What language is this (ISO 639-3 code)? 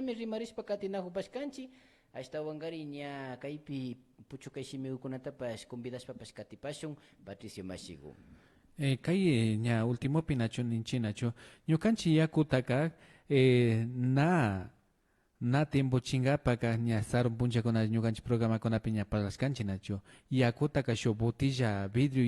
qvi